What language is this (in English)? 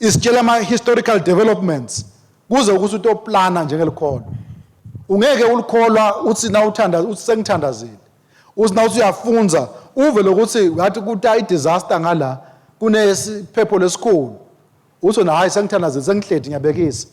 Swati